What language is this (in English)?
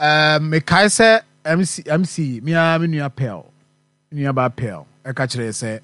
Akan